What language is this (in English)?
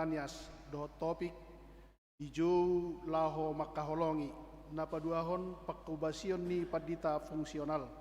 Batak Toba